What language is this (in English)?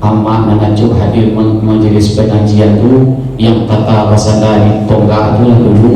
Minangkabau